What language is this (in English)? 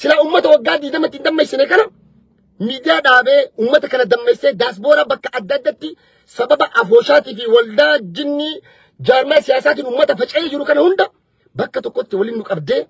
Oromo